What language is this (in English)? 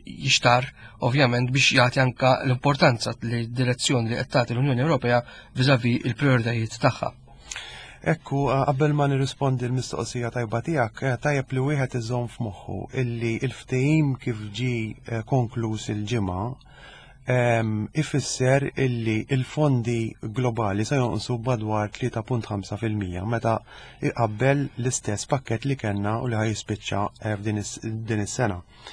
Maltese